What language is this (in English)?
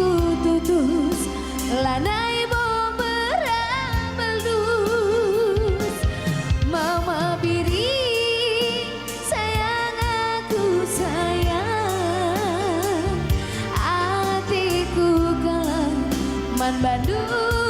Batak Karo